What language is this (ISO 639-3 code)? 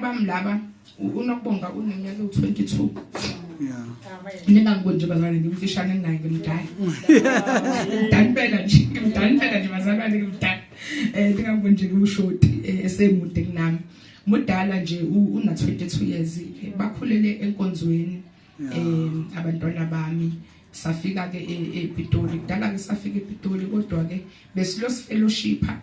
zul